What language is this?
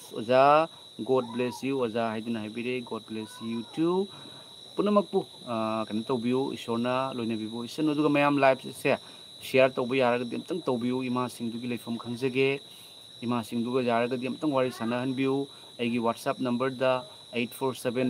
Manipuri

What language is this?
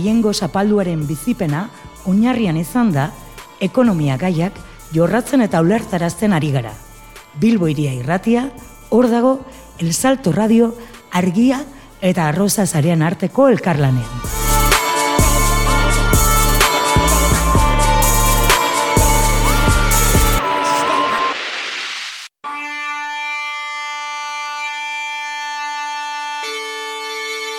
Basque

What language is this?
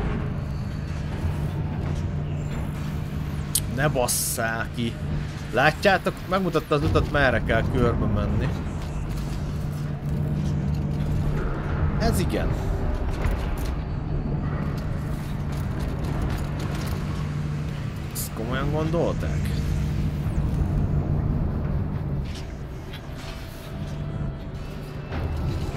Hungarian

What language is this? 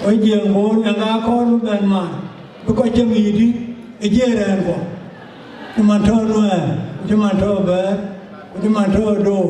Dinka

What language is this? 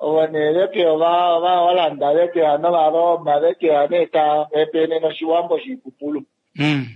Kuanyama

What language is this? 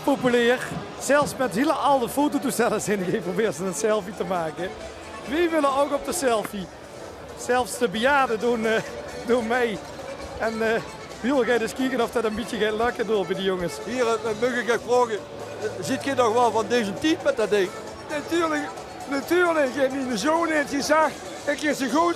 Limburgish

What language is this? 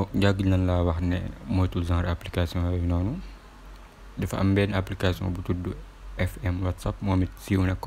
Wolof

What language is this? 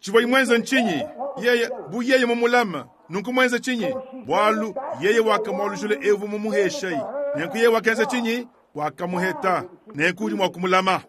Luba-Lulua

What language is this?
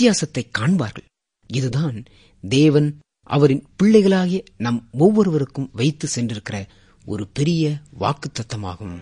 Tamil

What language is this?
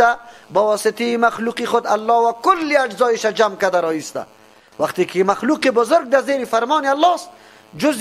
Persian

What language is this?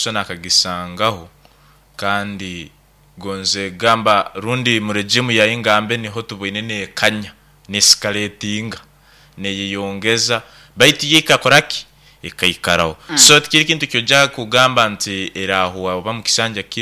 Nyoro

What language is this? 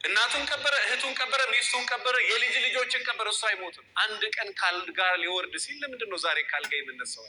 Amharic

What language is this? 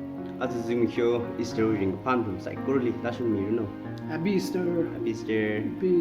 Tangkhul Naga (India)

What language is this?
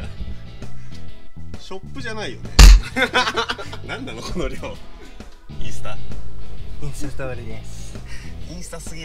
Japanese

